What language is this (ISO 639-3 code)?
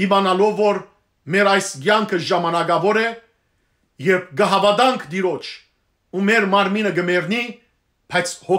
hyw